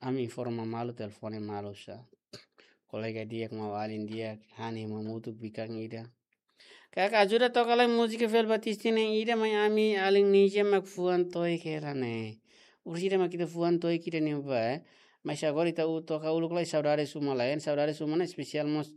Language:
Tetum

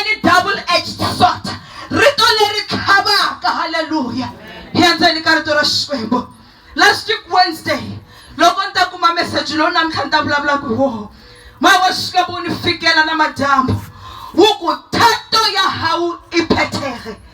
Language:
Tsonga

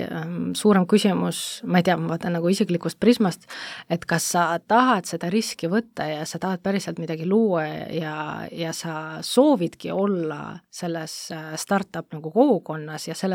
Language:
Estonian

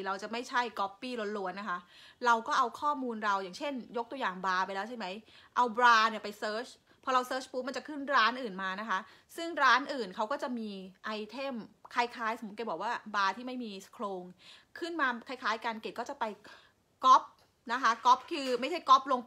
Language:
Thai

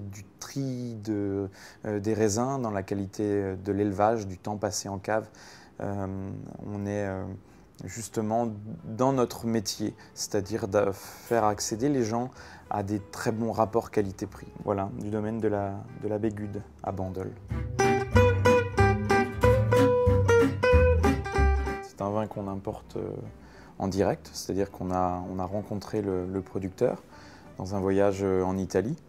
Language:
French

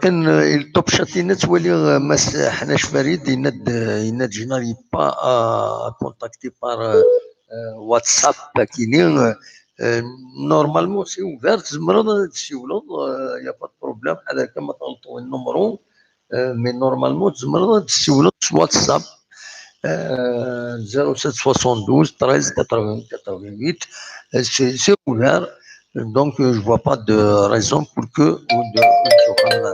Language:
Kabyle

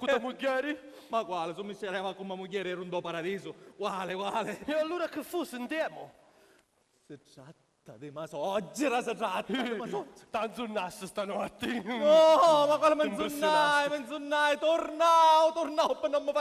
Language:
Sicilian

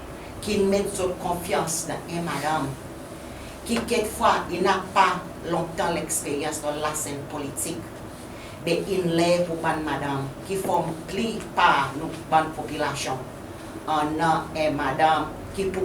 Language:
Seselwa Creole French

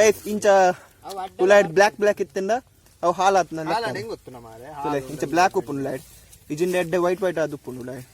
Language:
Tulu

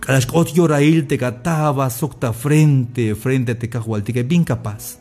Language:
Tzeltal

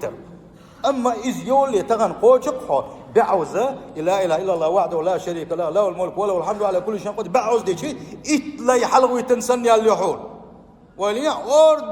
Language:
Chechen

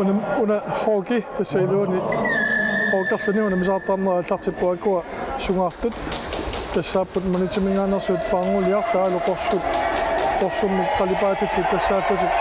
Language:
Kalaallisut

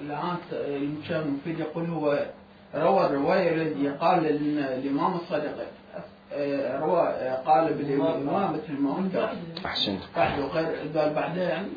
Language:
Mesopotamian Arabic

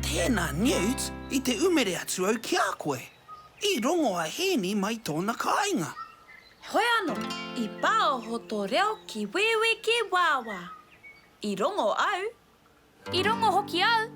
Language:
Māori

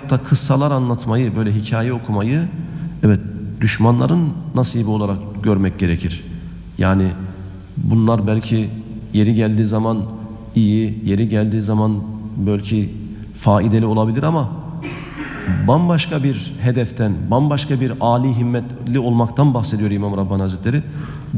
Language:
Turkish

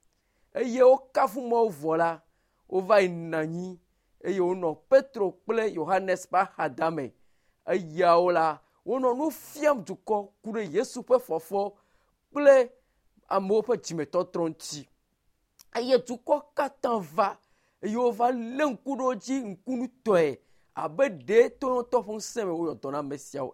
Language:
Ewe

